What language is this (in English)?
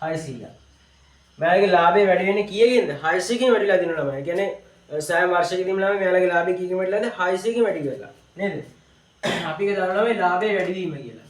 Sinhala